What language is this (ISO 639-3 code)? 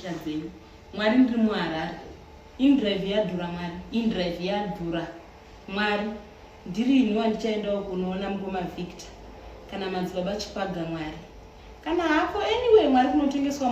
sna